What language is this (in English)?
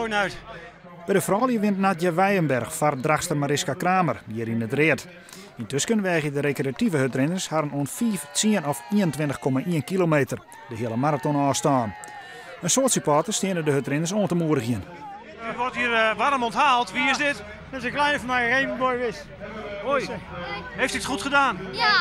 Western Frisian